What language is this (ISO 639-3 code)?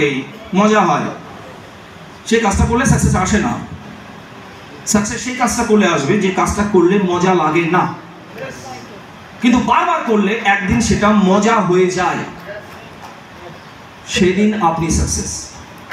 ben